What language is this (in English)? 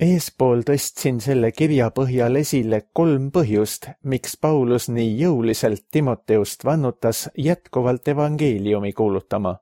Estonian